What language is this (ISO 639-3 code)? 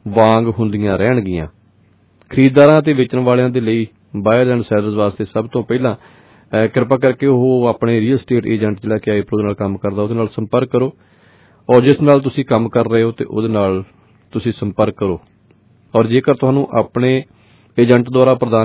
pan